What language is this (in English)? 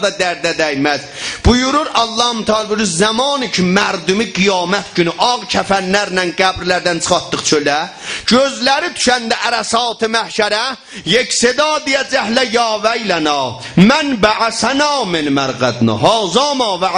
South Azerbaijani